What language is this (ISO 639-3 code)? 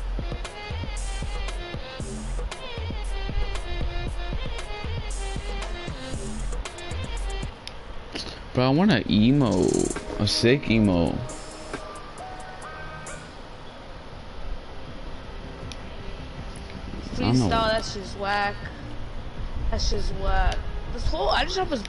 eng